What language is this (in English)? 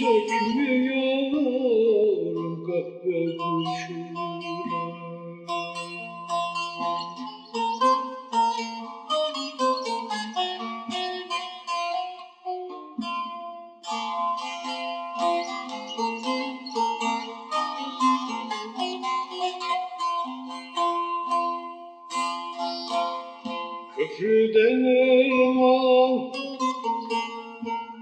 Turkish